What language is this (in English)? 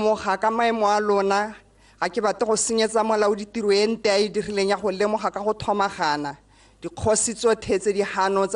Tswana